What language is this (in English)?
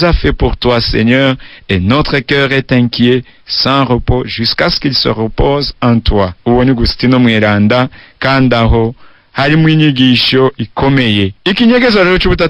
Rundi